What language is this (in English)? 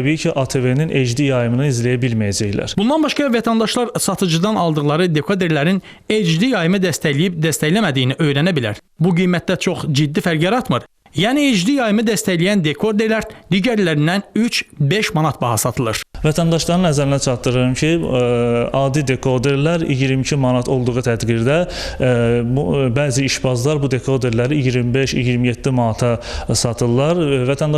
Azerbaijani